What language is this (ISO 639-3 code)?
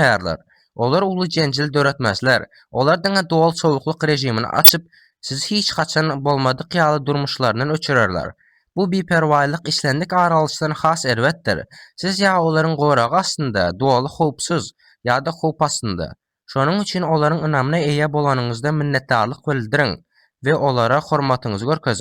tuk